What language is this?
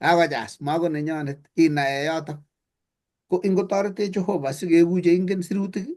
Kalenjin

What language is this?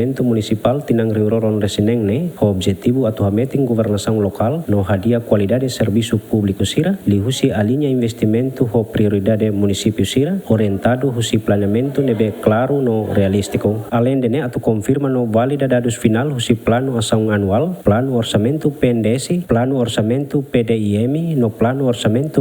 Tetum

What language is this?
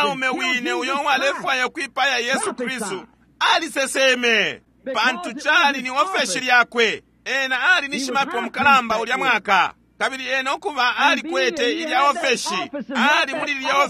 Bemba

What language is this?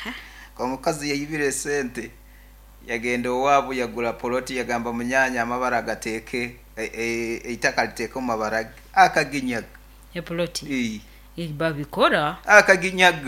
Nyankole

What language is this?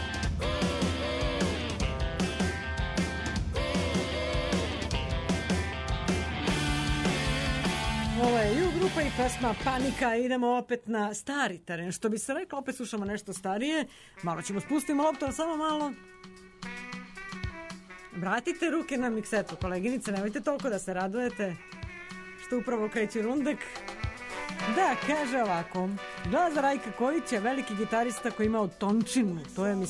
Serbian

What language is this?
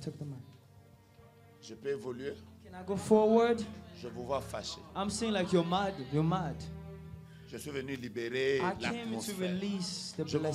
French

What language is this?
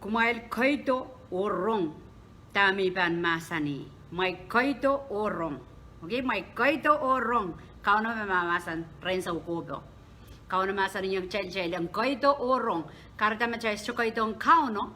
Pohnpeian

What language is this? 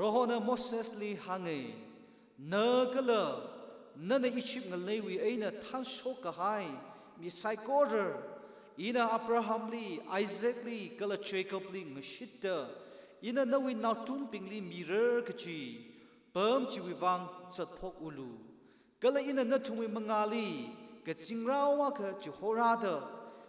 Tangkhul Naga (India)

